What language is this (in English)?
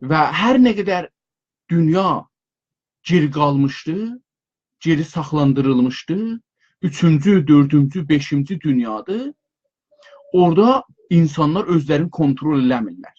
South Azerbaijani